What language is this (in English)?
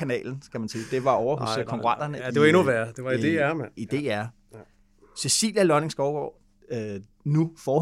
Danish